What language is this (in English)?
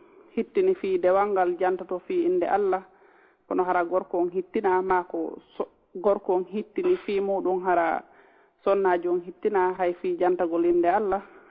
Fula